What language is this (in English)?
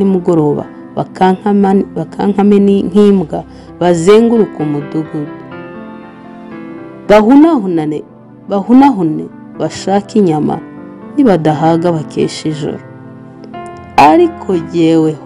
Kinyarwanda